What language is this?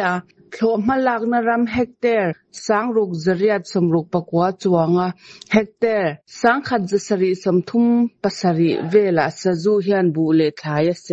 Mizo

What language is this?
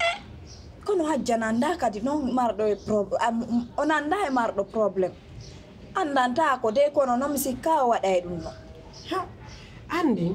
Fula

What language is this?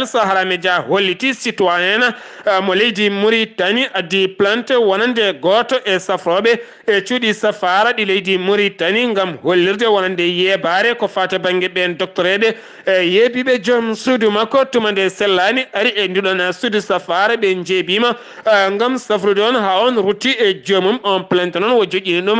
Fula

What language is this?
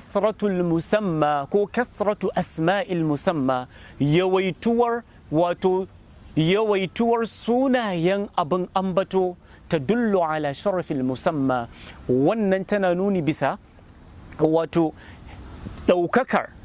Hausa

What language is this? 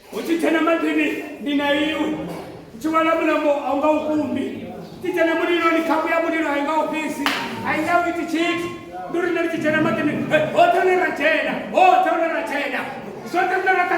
Venda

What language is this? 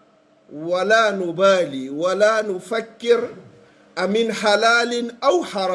Pular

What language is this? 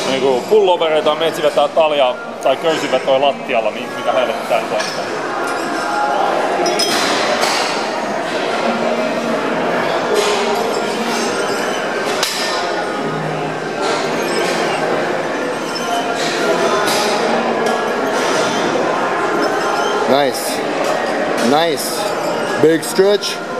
Finnish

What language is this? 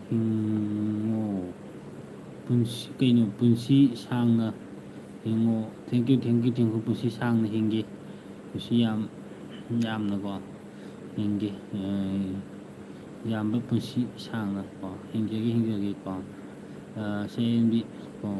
Manipuri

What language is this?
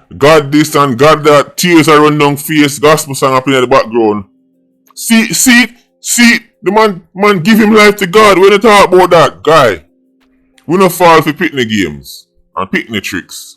Jamaican Creole English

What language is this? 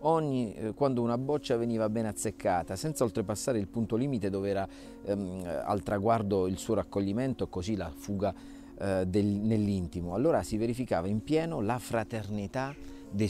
Italian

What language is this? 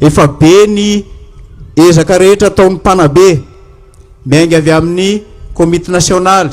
Malagasy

